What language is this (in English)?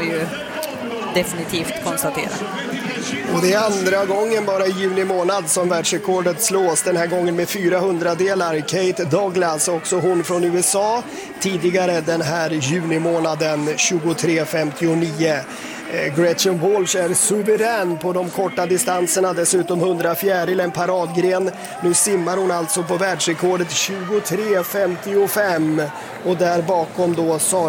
Swedish